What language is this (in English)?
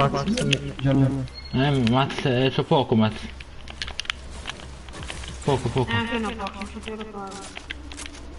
Italian